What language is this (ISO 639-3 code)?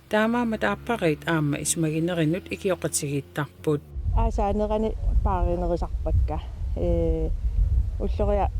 kal